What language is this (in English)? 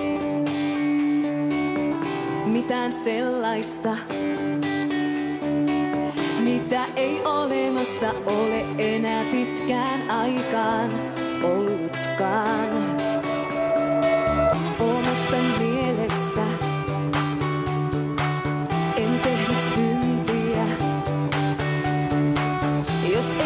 Finnish